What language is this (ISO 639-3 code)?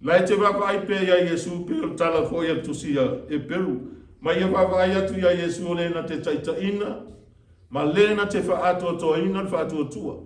smo